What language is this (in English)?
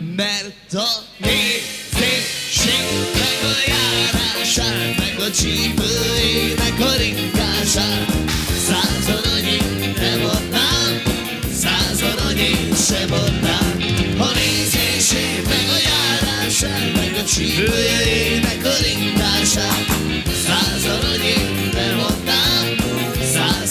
Hungarian